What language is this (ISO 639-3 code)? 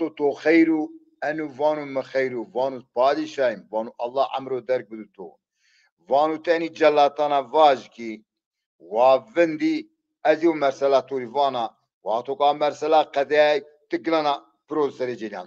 zza